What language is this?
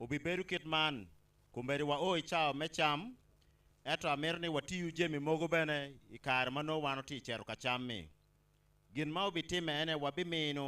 Acoli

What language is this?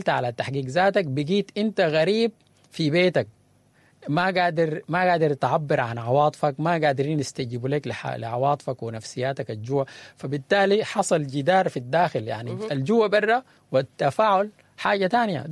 Sudanese Arabic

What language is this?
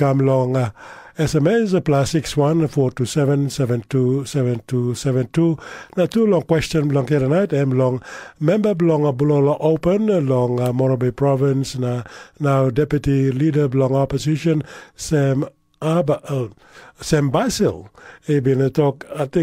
Tok Pisin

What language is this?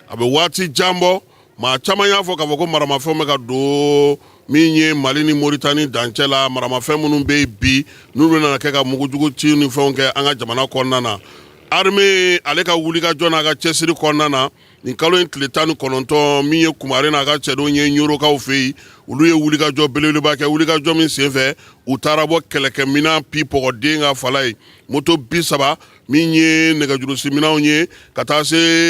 Bambara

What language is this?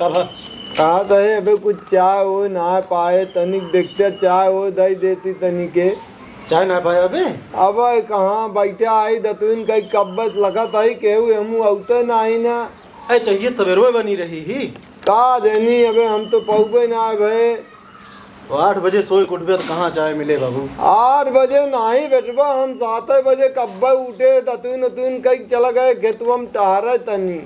Awadhi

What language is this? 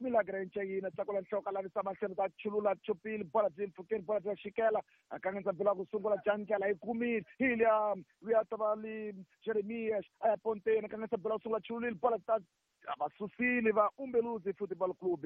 Tsonga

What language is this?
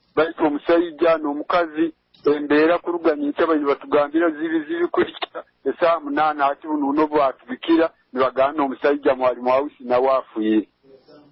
Nyoro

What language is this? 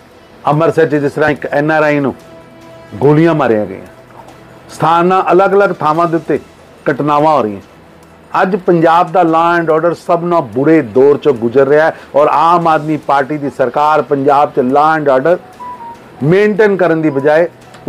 Punjabi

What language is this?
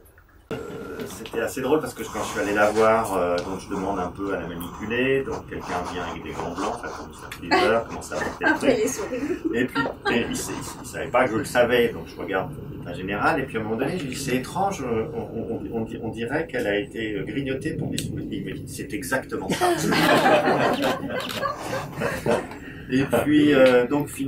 French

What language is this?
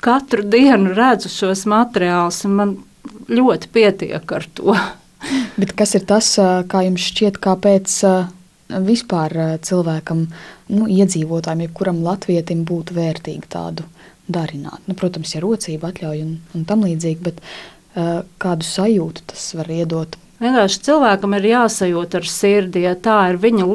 Latvian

